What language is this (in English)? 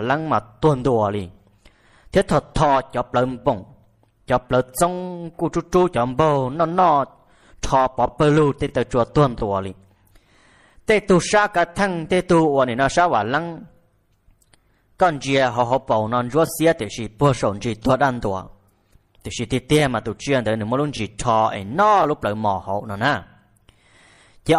Vietnamese